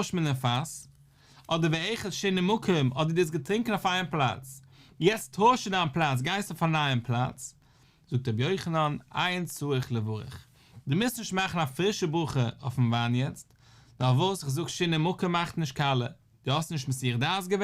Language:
Yiddish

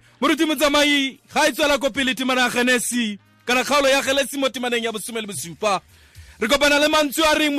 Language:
Tswana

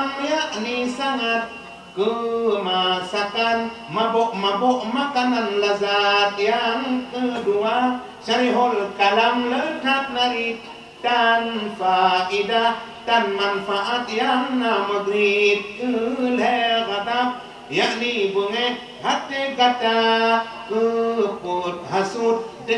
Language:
Achinese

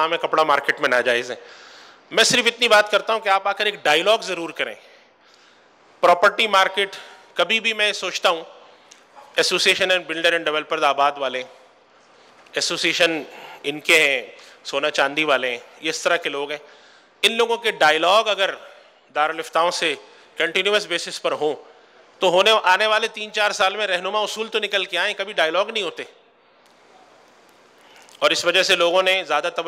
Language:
Urdu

